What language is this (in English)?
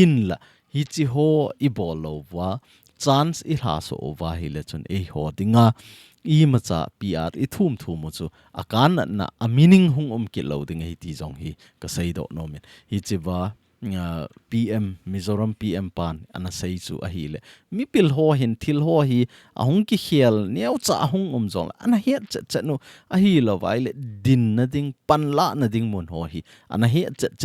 Thado Chin